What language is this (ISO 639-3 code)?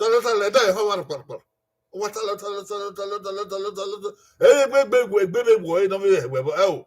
bin